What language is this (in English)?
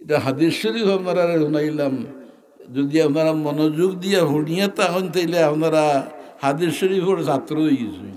Sylheti